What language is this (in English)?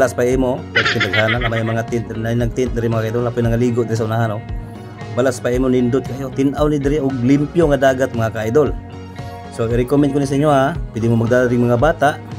Cebuano